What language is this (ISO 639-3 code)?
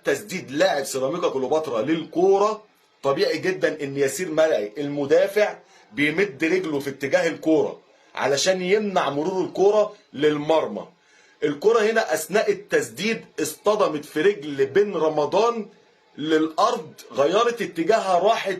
arz